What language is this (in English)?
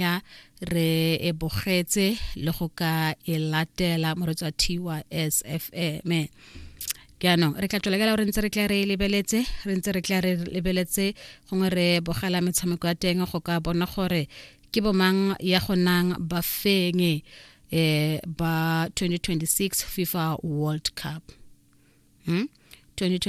Tswana